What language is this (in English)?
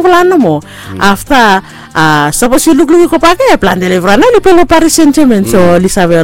Bislama